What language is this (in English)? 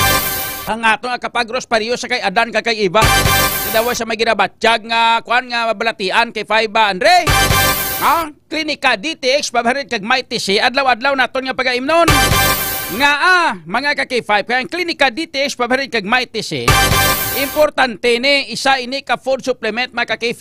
Hiligaynon